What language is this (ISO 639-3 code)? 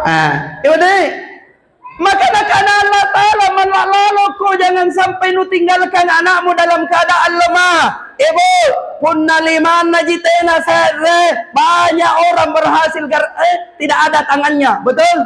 mak